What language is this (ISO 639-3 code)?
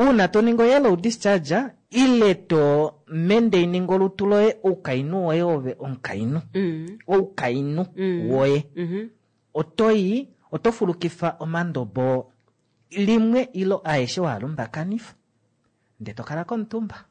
kua